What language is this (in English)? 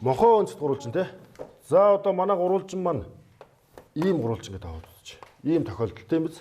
Mongolian